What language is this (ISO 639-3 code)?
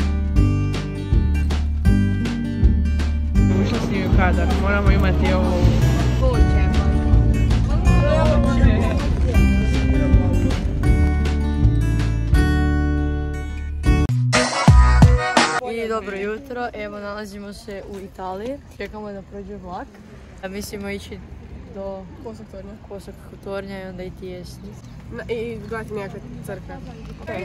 hrv